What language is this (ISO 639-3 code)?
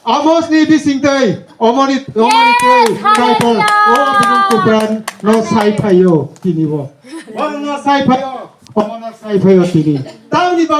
trp